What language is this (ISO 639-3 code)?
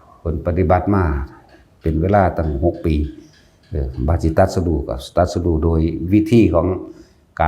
tts